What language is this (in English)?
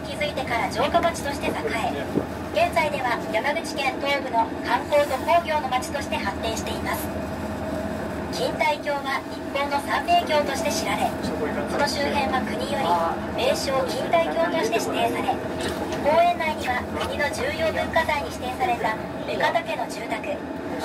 Japanese